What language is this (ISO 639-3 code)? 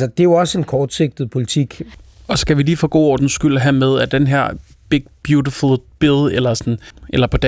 dan